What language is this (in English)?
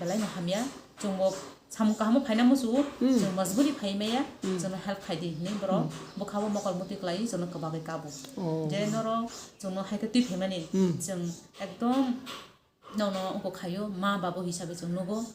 Kok Borok